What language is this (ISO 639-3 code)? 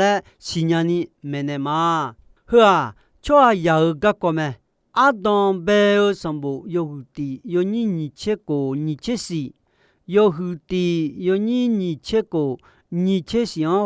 ahk